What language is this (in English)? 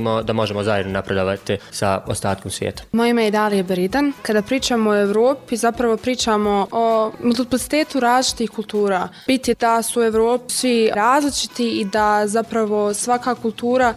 Bosnian